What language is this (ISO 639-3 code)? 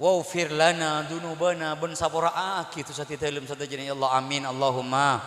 mad